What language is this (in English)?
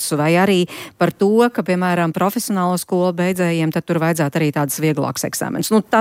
Latvian